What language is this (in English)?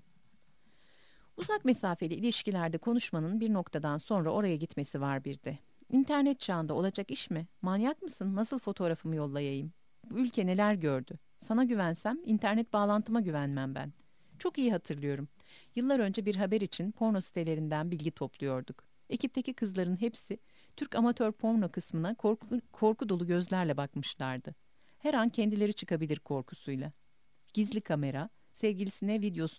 Turkish